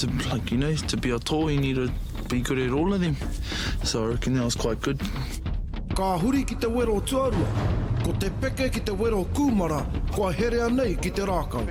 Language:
Māori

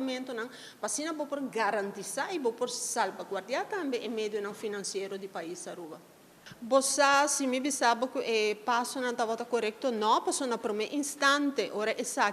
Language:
Papiamento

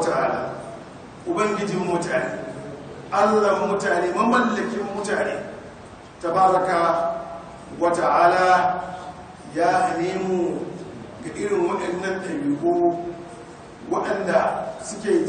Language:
Hausa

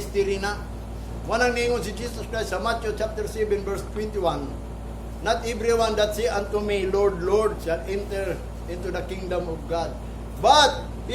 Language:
Cebuano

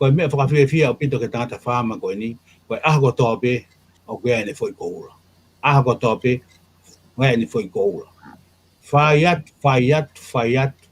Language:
Tongan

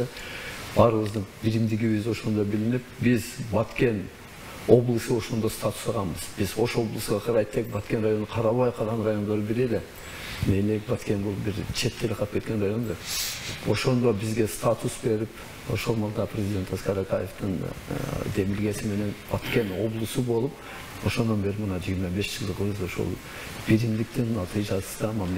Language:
Kyrgyz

